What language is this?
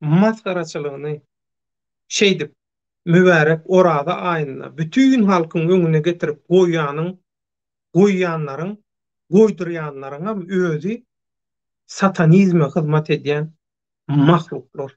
Turkmen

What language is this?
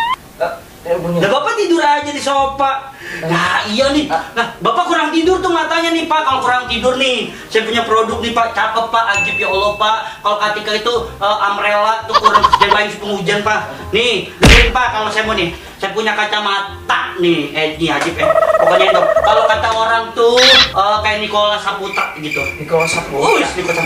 Betawi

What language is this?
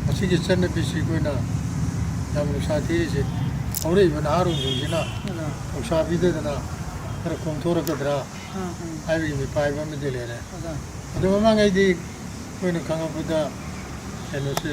Manipuri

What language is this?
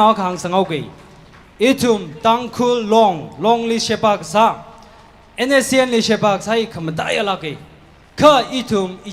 Tangkhul Naga (India)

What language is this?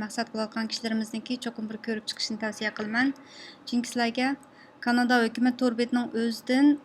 Uyghur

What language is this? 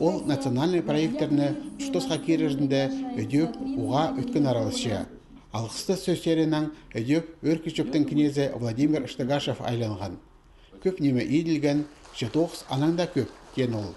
Khakas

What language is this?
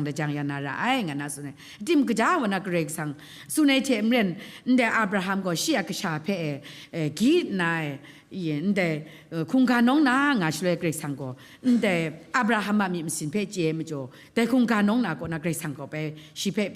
Kachin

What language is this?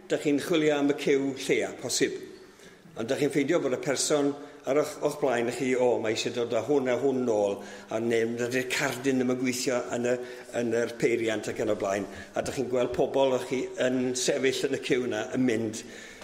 Welsh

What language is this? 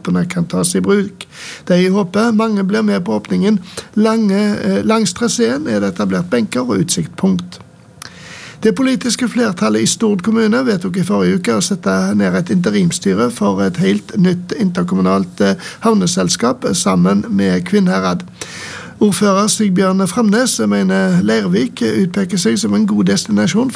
Norwegian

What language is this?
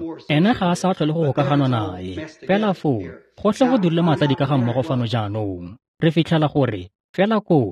Tswana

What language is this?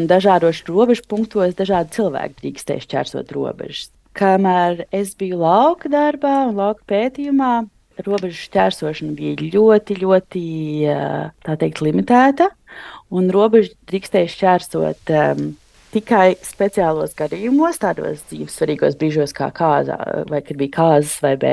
Latvian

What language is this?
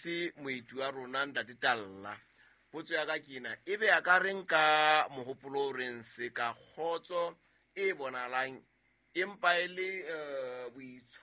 Southern Sotho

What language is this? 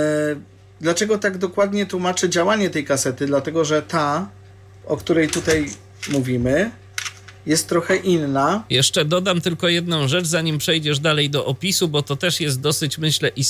Polish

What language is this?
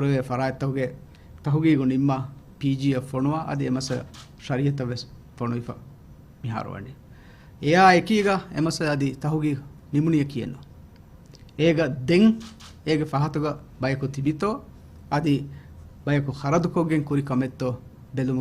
Divehi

